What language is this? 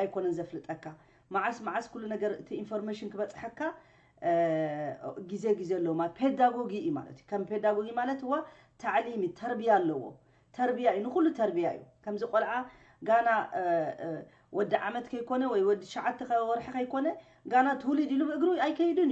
Tigrinya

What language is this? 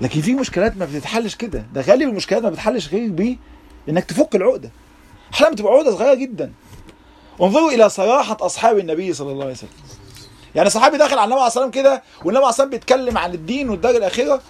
Egyptian Arabic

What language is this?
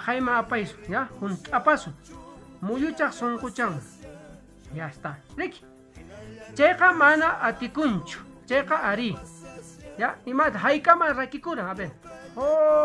Quechua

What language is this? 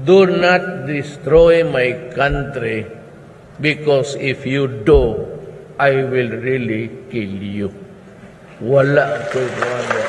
Cebuano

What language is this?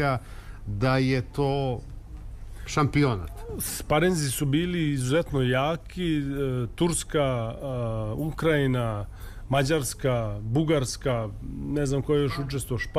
Serbian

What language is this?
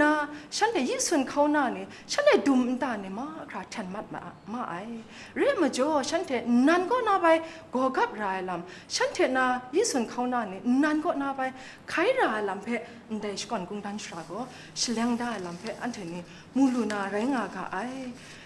Kachin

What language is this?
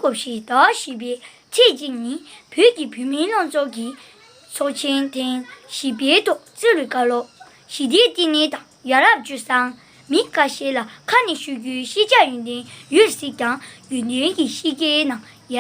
Tibetan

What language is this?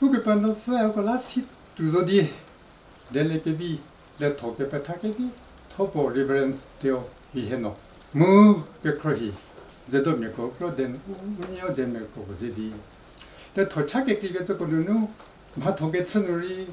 Angami Naga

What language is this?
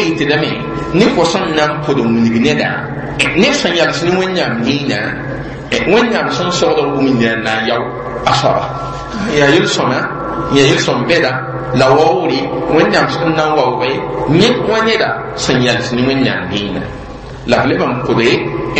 Mossi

